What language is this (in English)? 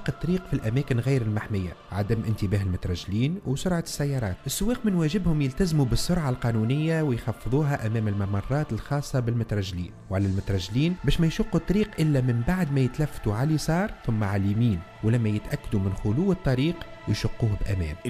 Tunisian Arabic